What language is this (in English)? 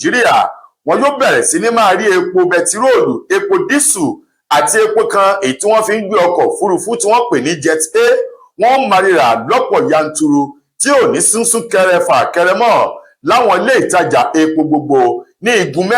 Yoruba